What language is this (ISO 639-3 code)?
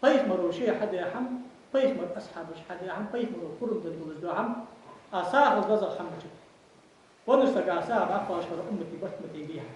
inh